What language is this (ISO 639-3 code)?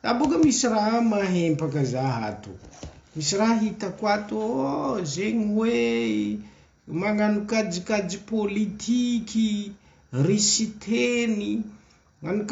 mlg